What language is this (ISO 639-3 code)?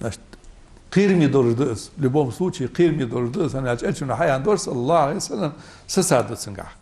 inh